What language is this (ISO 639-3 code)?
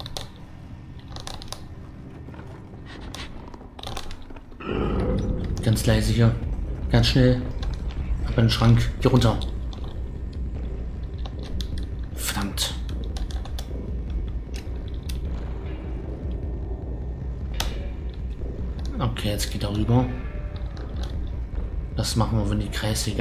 deu